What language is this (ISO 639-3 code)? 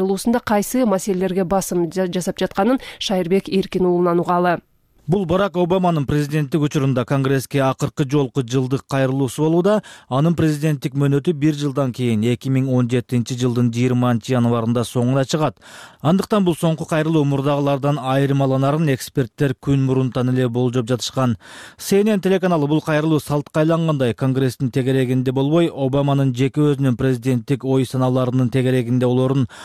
kir